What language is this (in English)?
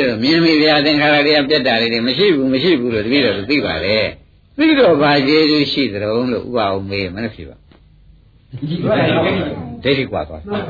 Burmese